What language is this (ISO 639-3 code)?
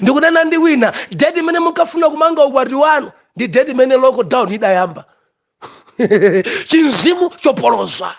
nya